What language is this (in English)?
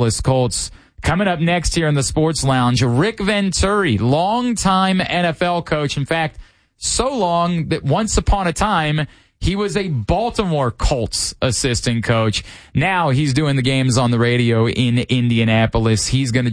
English